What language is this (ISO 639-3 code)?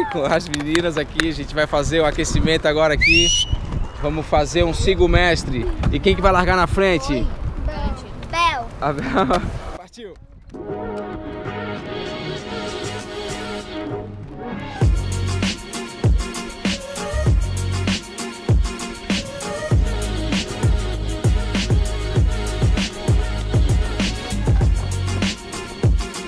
por